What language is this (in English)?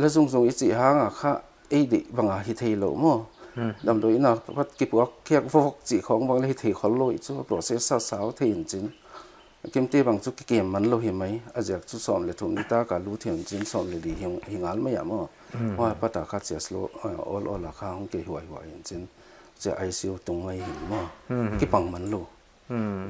Paite Chin